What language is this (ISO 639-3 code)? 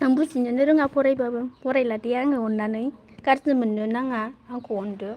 brx